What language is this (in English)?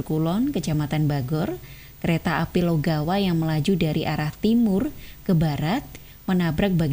Indonesian